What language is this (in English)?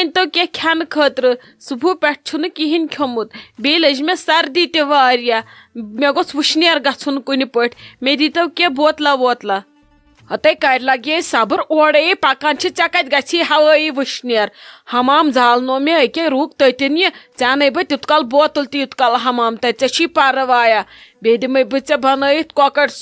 Kashmiri